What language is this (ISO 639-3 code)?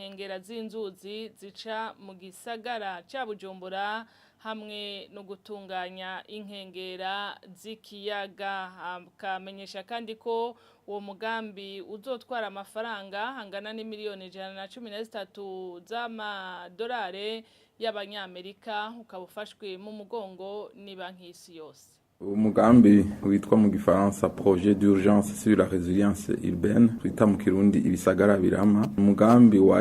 run